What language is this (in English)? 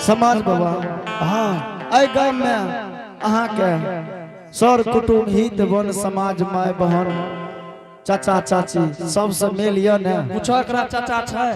Angika